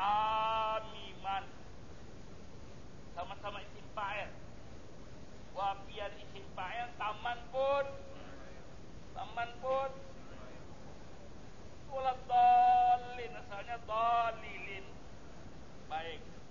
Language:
Indonesian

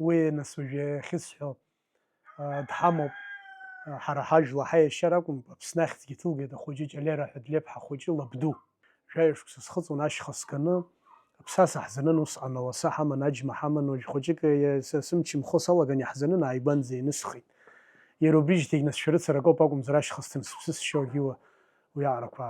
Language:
Abkhazian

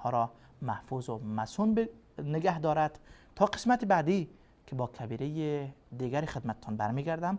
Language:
Persian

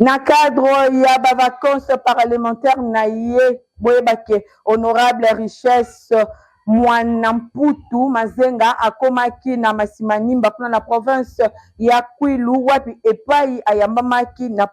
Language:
Lingala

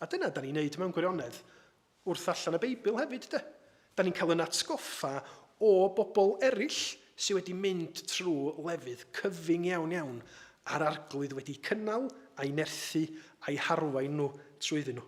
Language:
Welsh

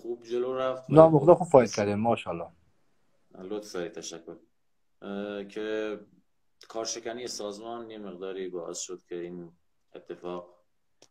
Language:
Persian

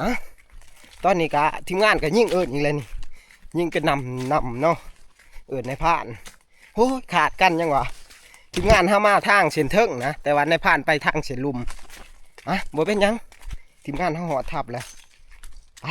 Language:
Northeastern Thai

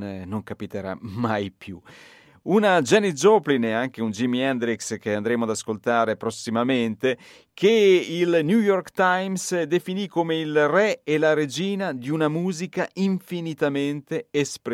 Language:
Italian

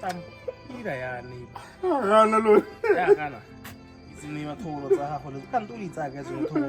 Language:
Tswana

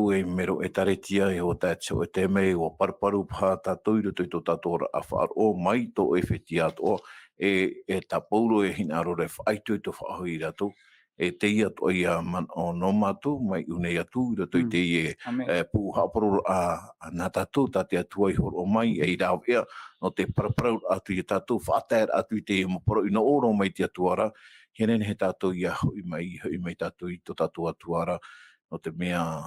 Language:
Tahitian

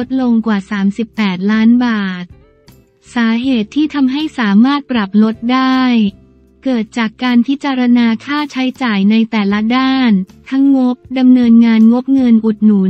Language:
Thai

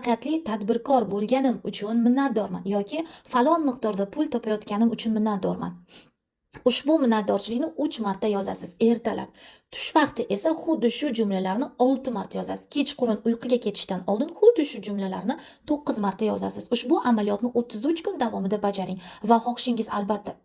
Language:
Uzbek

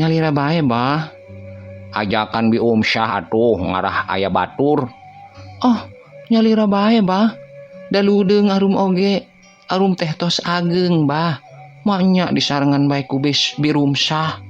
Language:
Sundanese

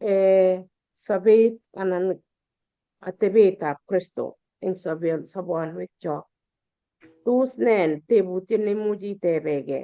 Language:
Kalenjin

